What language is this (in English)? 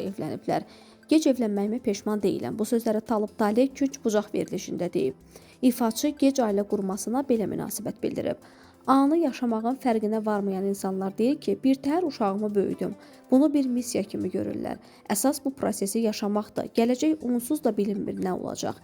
Azerbaijani